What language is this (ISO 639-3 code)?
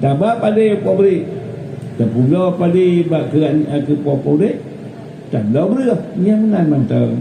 ace